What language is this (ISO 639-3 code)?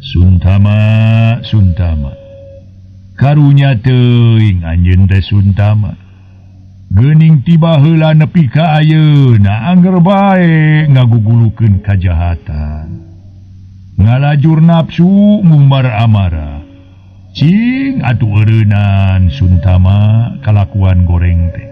sun